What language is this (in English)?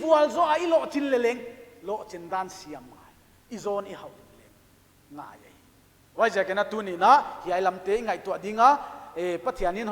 Paite Chin